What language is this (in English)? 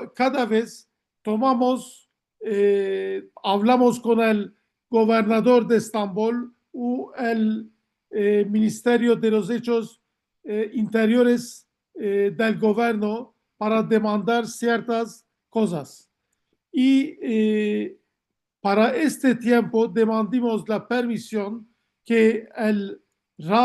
Ladino